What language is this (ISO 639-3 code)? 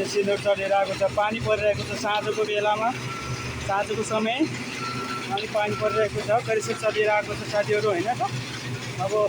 nep